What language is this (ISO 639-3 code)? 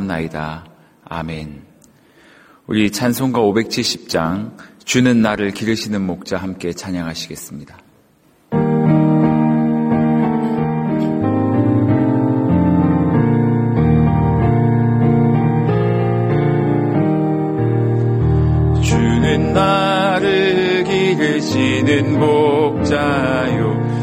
kor